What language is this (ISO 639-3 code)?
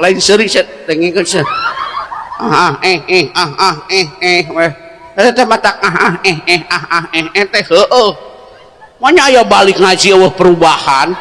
sun